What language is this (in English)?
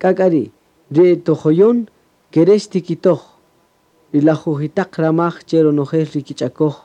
Kaqchikel